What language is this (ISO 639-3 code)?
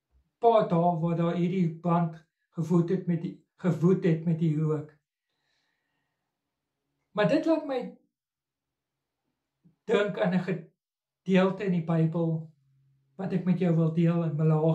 afr